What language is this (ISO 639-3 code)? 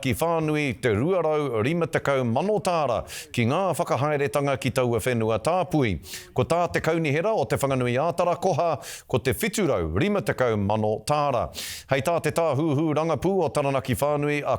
mri